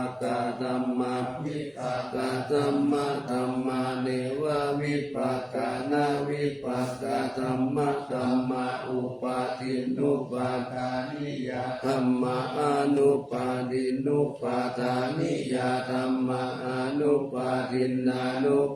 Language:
Pali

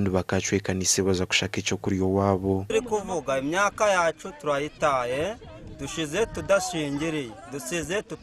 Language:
Nyankole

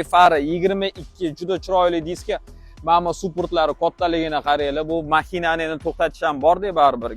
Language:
Uzbek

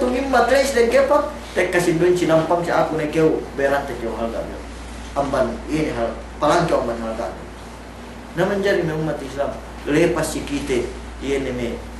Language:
Yakan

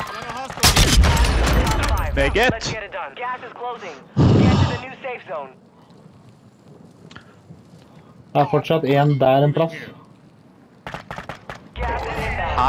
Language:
Norwegian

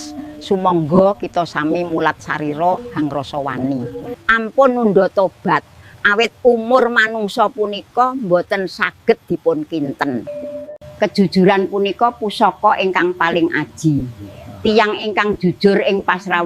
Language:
Javanese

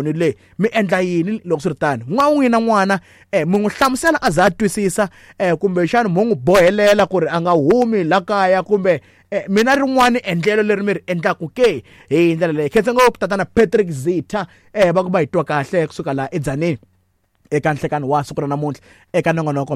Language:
Tsonga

